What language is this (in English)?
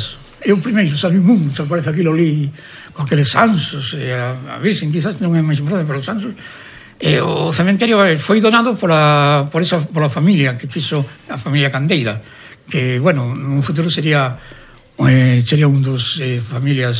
Galician